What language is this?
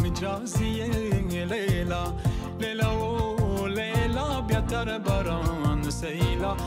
Persian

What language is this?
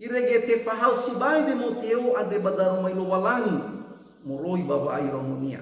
Nias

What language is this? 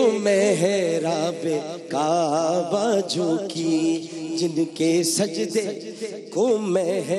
Urdu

